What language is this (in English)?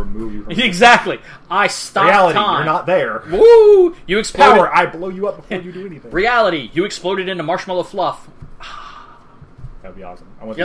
English